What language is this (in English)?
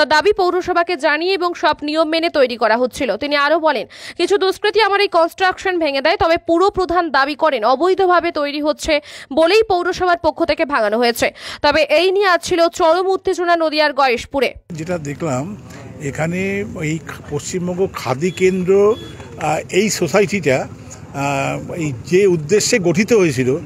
Bangla